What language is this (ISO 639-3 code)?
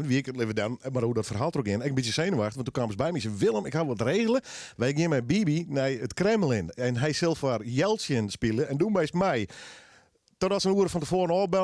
fry